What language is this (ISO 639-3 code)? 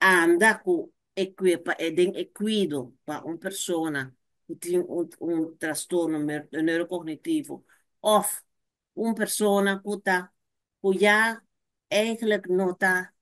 pap